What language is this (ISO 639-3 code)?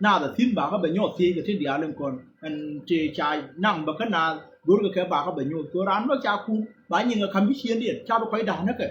nus